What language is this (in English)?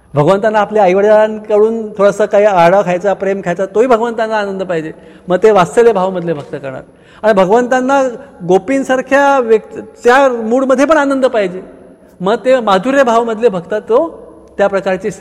Marathi